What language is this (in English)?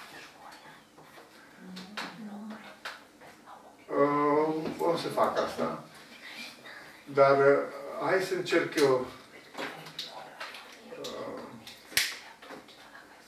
Romanian